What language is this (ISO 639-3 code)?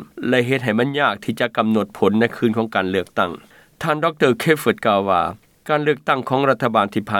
lao